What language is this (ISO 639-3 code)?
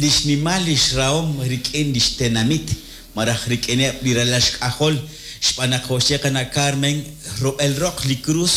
kek